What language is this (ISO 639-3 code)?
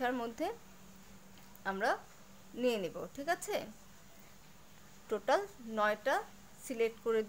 ben